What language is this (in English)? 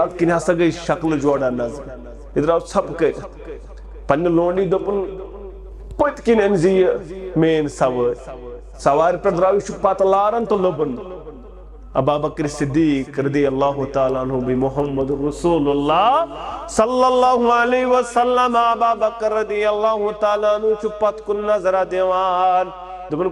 Kashmiri